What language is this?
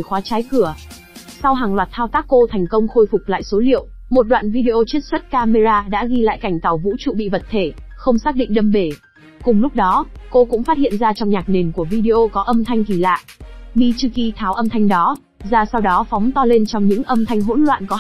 Vietnamese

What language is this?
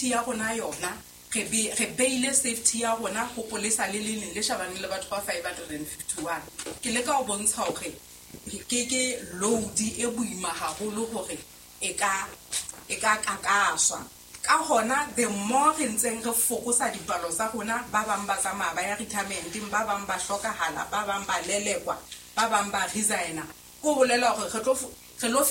Southern Sotho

